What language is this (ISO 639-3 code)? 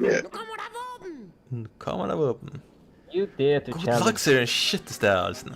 fao